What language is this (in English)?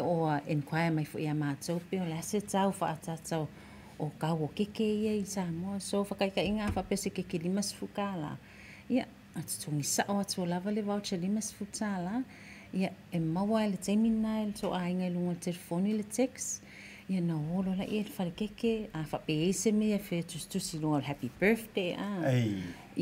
Samoan